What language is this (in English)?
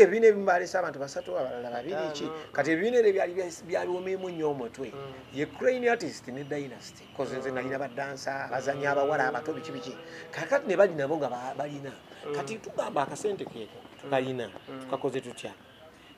Ganda